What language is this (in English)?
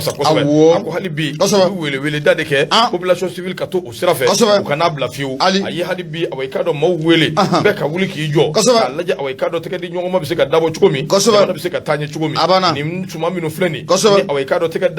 Bambara